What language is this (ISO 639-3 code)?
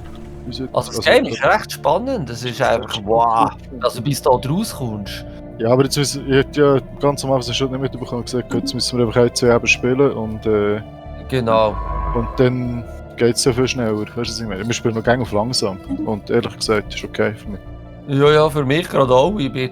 gsw